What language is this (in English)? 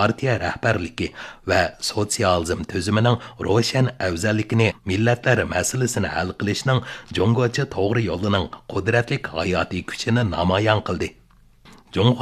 Uyghur